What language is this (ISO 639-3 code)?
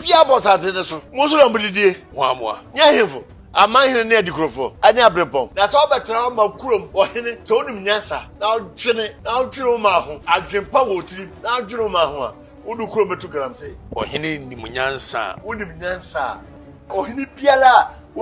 aka